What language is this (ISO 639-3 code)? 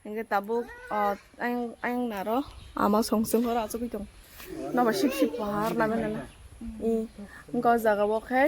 trp